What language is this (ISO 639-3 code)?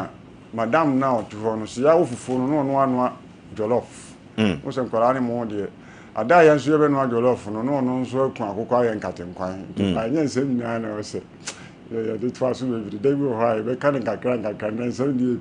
aka